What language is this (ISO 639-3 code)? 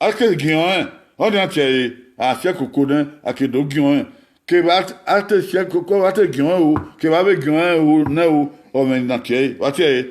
bin